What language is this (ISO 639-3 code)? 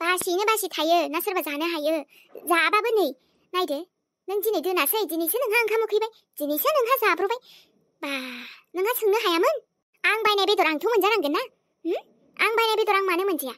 brx